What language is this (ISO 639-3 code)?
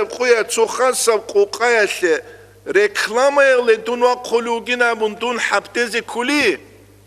ava